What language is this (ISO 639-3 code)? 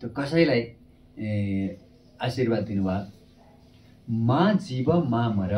nep